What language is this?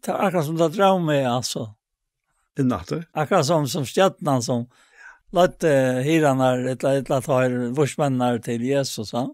Faroese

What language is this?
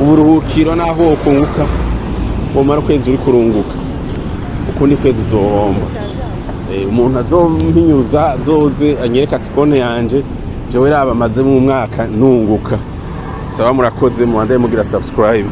Rundi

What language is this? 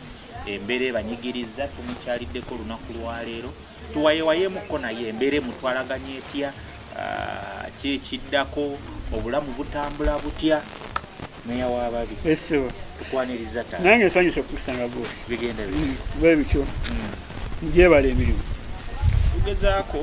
Ganda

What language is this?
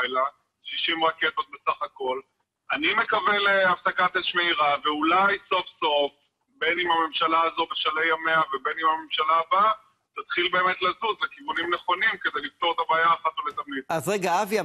Hebrew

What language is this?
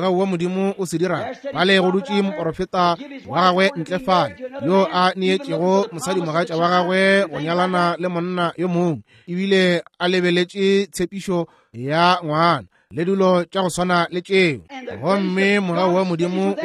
Northern Sotho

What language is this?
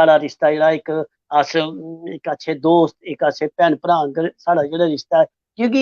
Dogri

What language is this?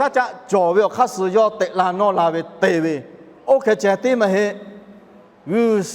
Lahu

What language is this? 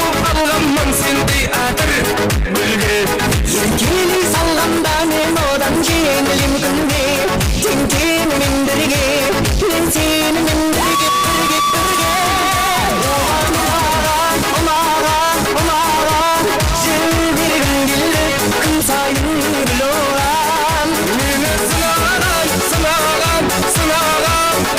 Kara-Kalpak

